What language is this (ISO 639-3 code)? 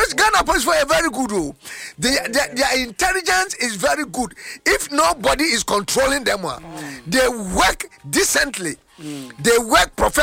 aka